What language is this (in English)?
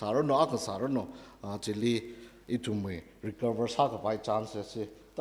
Tangkhul Naga (India)